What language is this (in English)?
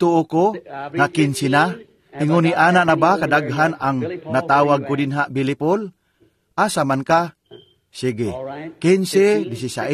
Cebuano